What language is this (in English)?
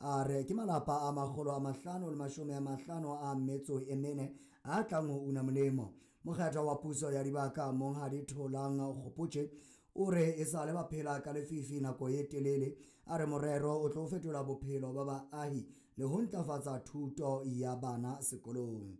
Southern Sotho